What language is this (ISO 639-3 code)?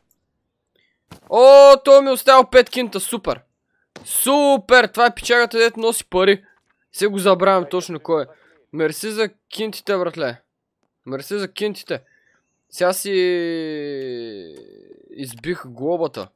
bul